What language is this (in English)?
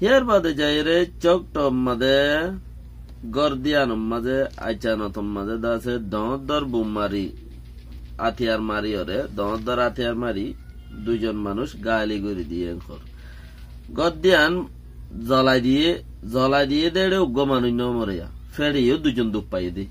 Rohingya